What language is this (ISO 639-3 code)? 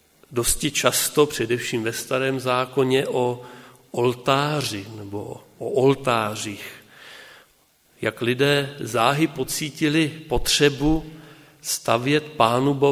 ces